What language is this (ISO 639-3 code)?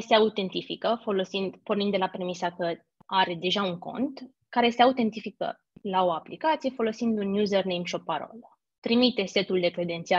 ron